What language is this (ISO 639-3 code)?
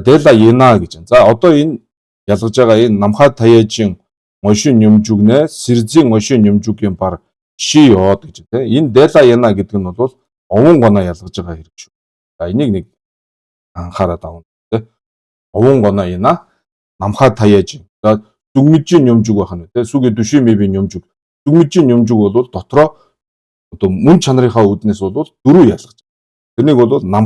mon